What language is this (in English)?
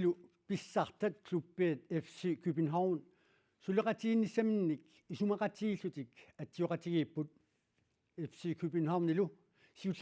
Kalaallisut